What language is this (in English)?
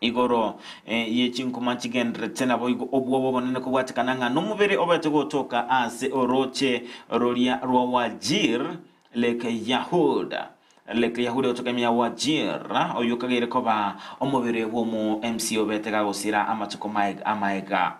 Gusii